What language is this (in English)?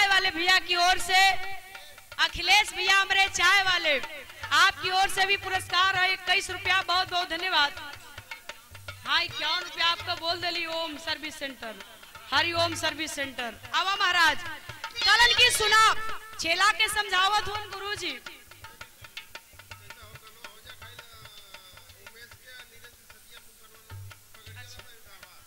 Bhojpuri